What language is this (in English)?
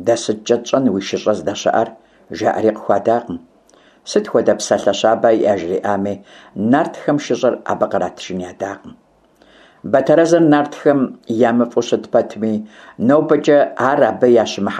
Kabardian